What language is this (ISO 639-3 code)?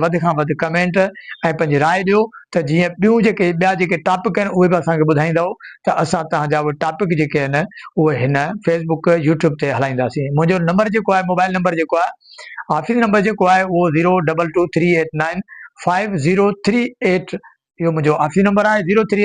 snd